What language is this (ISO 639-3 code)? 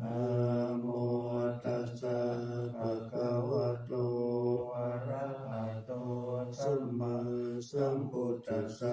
pli